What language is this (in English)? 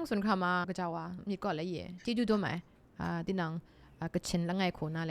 Kachin